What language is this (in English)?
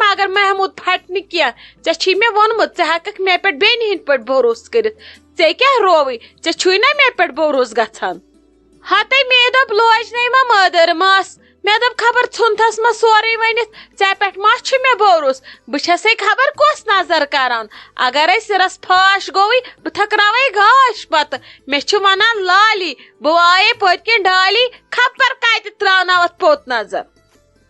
Kashmiri